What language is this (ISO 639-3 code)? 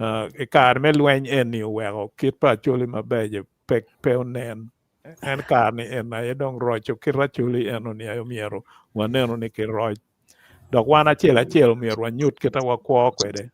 ach